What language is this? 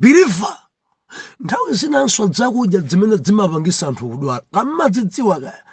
Nyanja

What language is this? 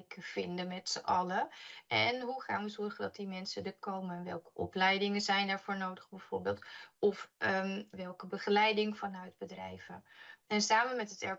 Dutch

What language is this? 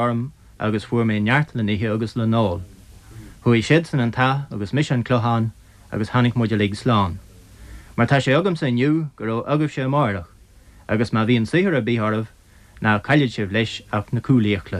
Irish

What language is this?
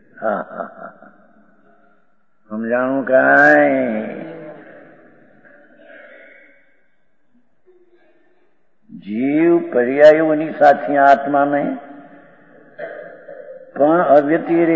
Gujarati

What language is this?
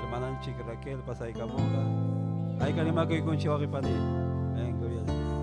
Ayacucho Quechua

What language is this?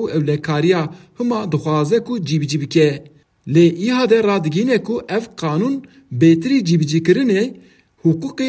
Kurdish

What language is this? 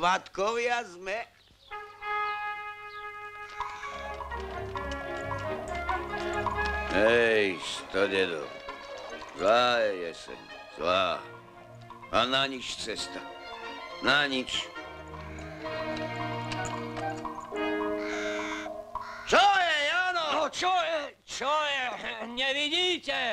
Slovak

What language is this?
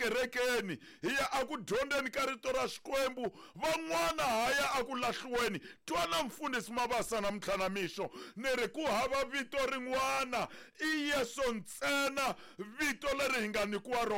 Tsonga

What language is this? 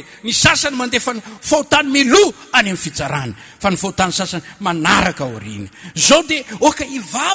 Malagasy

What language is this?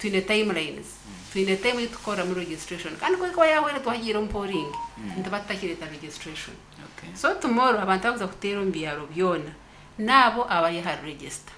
Nyankole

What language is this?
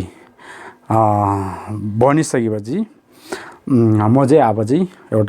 Nepali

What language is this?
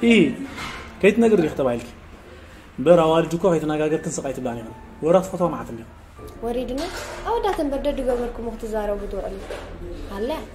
Tigrinya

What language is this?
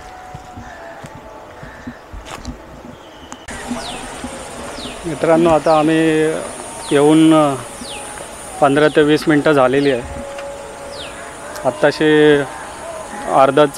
Marathi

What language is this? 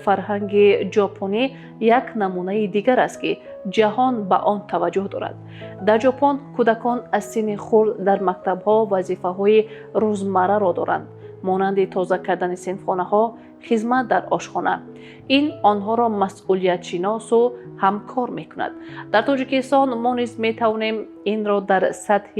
Tajik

